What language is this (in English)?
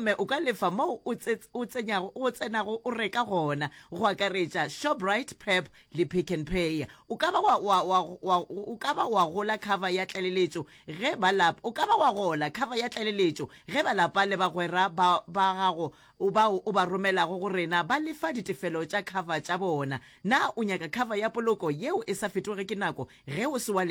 Northern Sotho